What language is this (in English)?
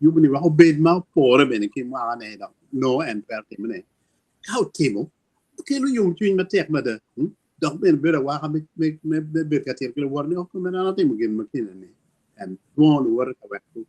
Acoli